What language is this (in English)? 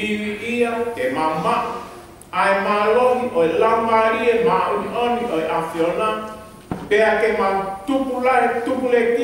Tongan